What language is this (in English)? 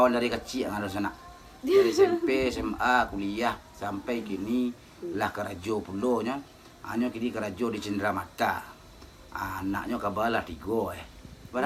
Minangkabau